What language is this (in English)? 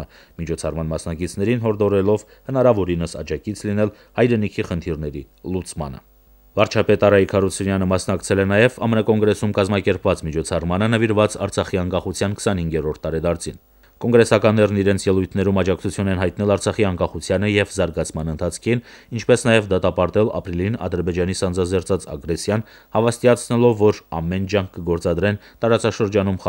Armenian